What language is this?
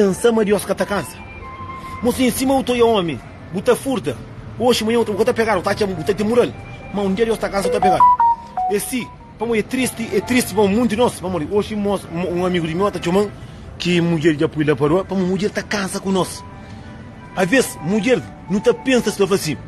Kabuverdianu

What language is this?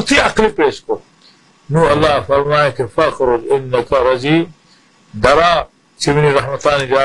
Baluchi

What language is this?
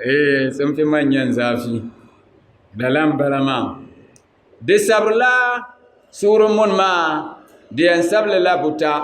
Dagbani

